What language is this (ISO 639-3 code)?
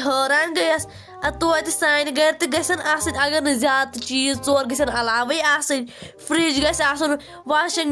kas